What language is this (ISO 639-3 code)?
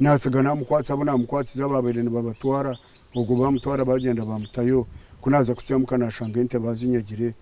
nyn